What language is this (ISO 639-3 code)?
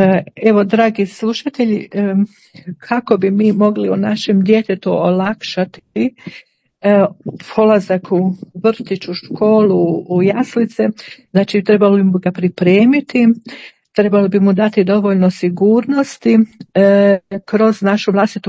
hrv